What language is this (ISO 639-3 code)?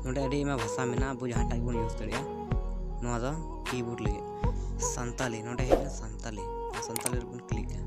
sat